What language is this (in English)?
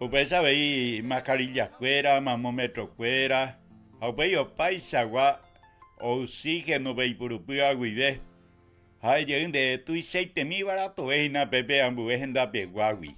Guarani